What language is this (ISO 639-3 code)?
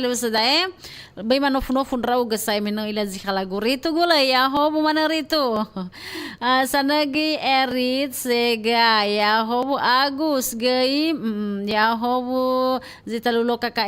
nia